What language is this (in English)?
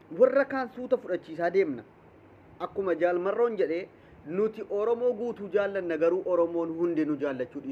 Oromo